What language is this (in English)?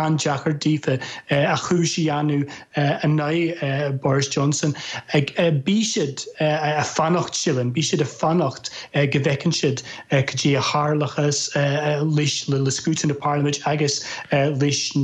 Irish